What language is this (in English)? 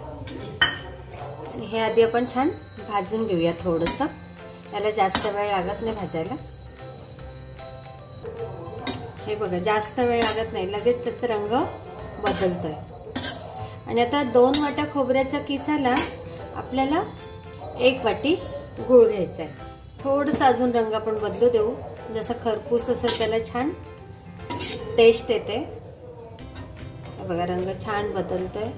Marathi